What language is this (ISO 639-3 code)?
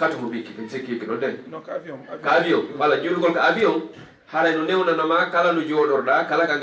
ful